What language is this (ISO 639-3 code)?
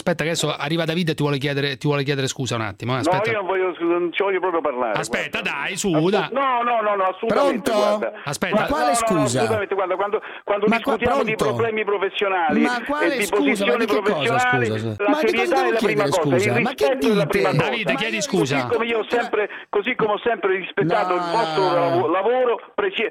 ita